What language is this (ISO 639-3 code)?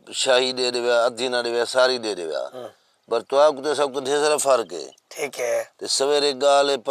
skr